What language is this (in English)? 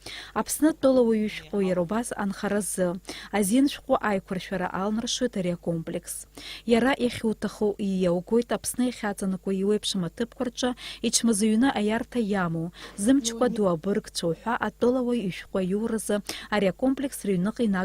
Abkhazian